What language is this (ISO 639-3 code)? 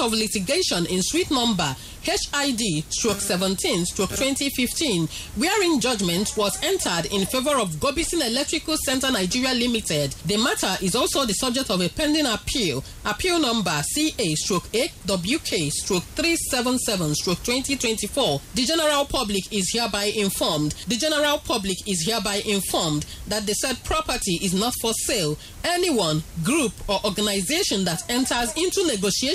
eng